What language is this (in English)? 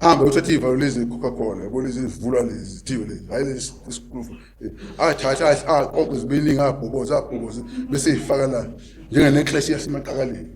Zulu